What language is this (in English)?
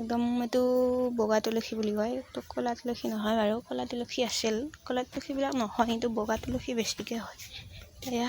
Assamese